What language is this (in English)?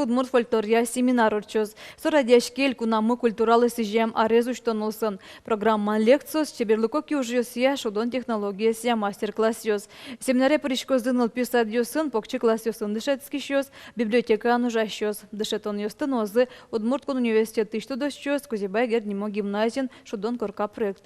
Udmurt